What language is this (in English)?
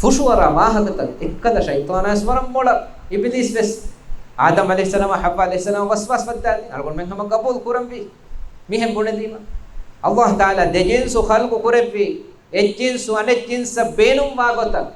Divehi